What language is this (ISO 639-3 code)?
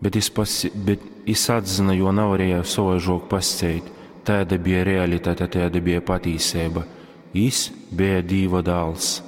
ltg